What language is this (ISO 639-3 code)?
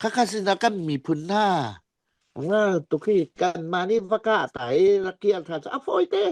cfm